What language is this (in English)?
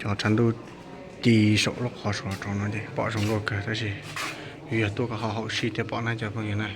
Hmong